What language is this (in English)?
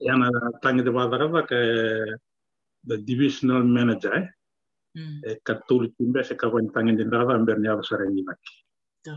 Fijian